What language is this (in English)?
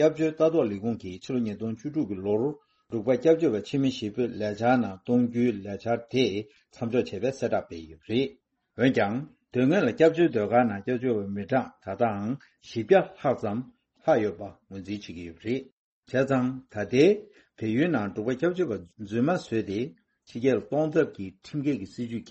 Tibetan